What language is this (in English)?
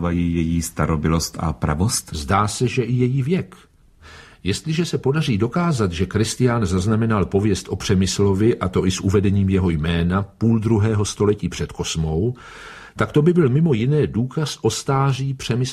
Czech